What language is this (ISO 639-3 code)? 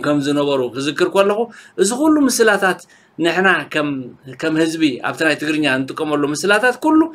tir